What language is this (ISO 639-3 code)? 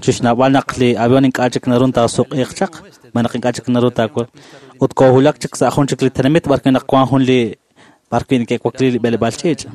kek